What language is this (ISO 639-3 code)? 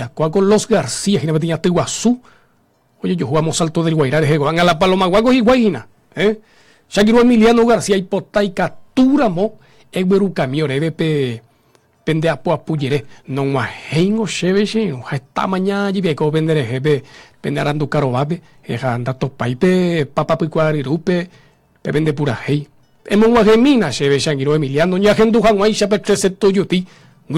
grn